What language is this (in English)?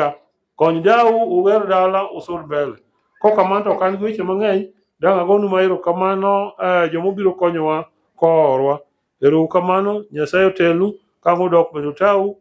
Luo (Kenya and Tanzania)